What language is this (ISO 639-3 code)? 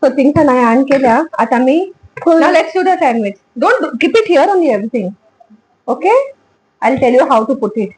kok